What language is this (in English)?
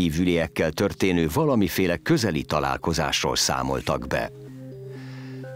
Hungarian